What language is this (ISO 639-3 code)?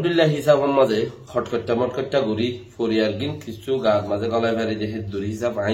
rhg